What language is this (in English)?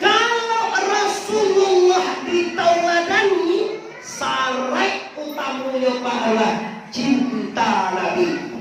Minangkabau